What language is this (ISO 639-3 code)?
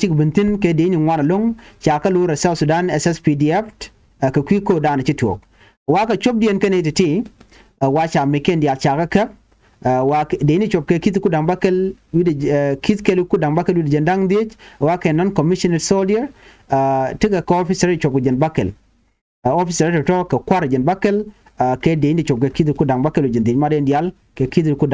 nus